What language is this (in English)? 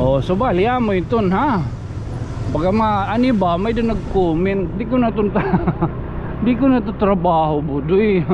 Waray